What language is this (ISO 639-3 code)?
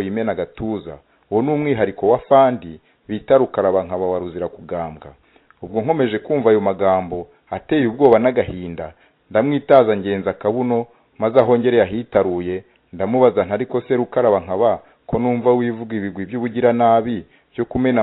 kin